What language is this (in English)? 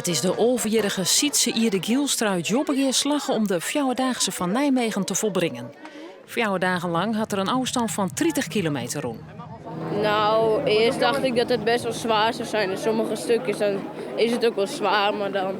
Western Frisian